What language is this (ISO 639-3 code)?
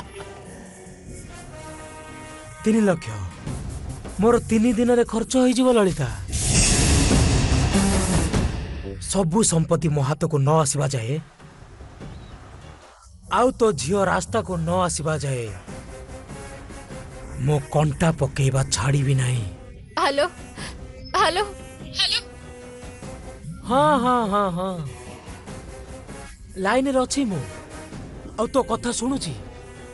ori